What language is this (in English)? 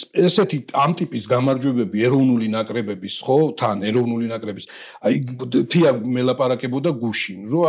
Georgian